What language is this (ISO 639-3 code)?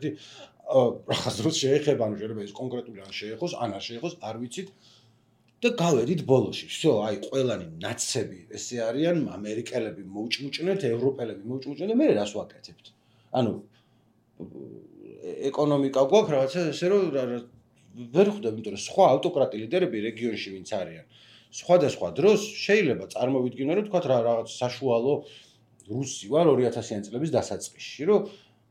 kat